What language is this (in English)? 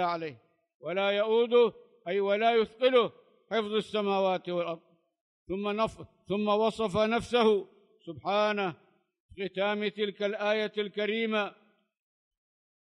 Arabic